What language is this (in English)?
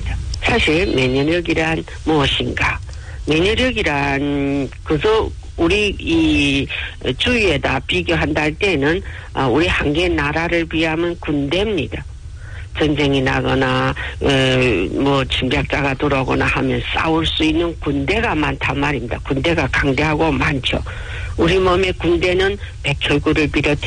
Korean